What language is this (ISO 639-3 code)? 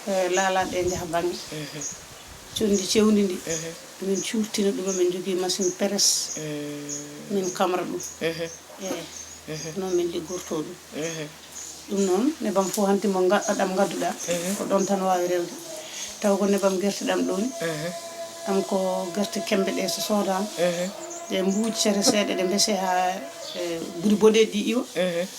ful